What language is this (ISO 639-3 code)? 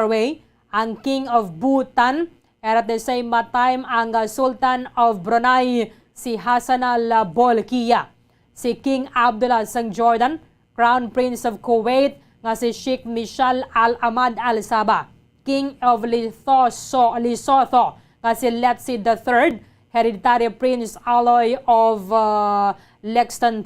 hil